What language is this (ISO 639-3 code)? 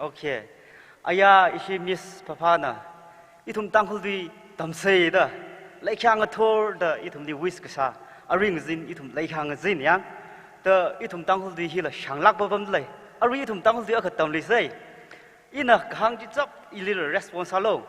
nmf